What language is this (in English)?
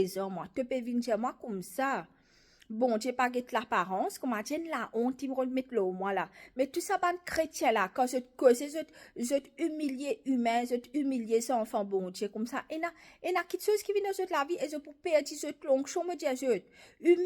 Morisyen